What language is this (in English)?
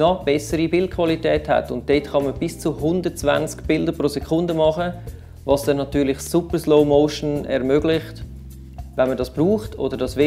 Swiss German